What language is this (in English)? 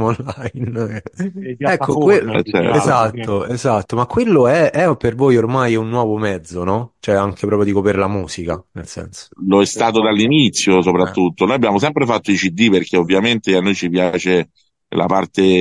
Italian